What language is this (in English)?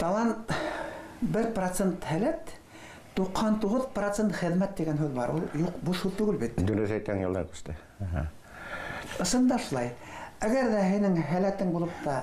Bashkir